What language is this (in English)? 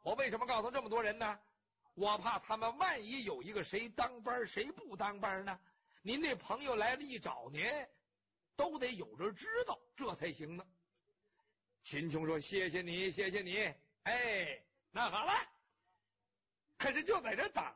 Chinese